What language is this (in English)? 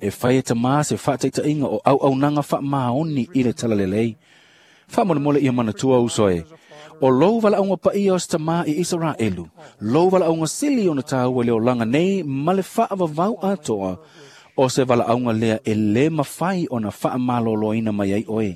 Samoan